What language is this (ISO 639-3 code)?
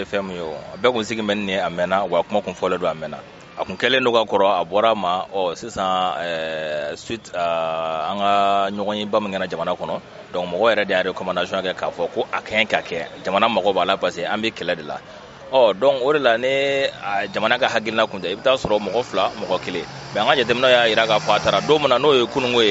bam